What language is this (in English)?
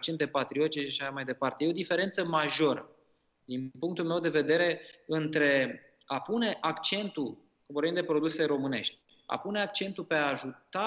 Romanian